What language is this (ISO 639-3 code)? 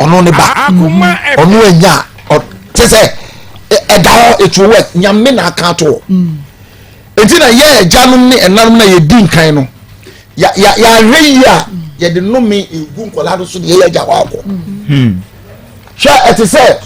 aka